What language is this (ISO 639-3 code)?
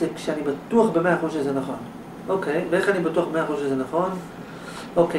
heb